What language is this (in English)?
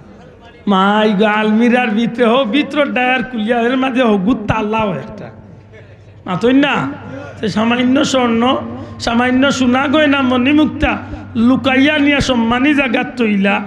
Sylheti